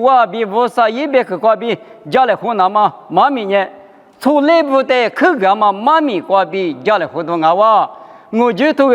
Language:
Lisu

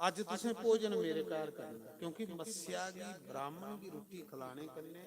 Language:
Dogri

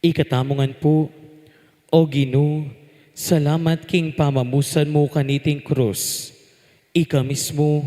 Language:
Pampanga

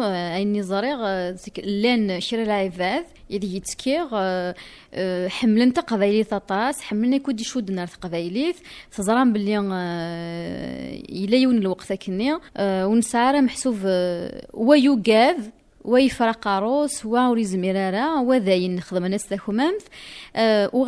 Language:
Kabyle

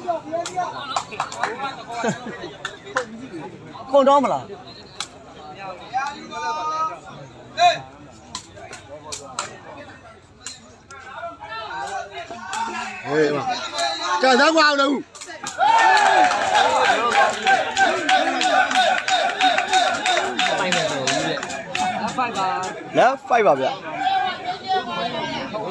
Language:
Burmese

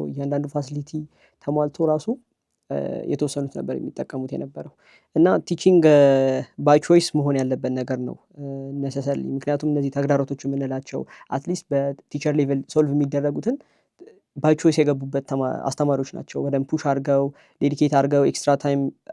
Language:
Amharic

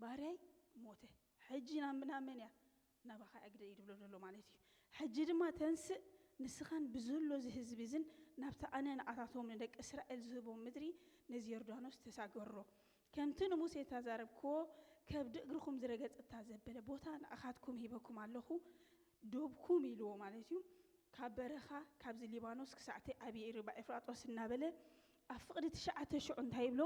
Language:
Tigrinya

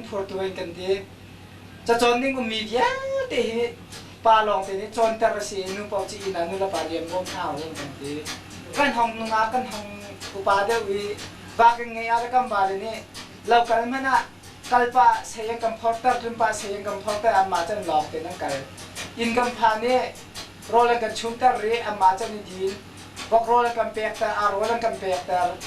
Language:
Hakha Chin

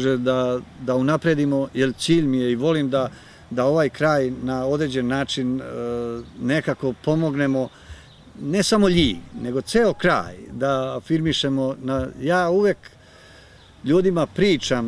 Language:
Serbian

